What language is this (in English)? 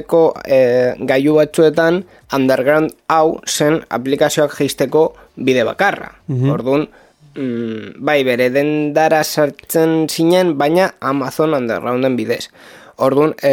Basque